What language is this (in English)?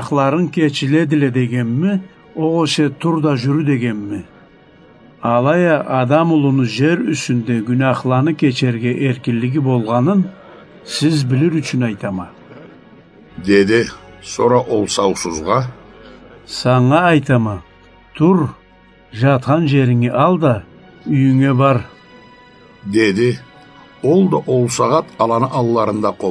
Karachay-Balkar